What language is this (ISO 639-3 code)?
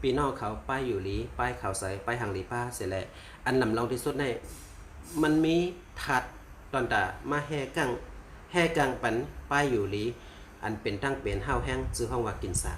shn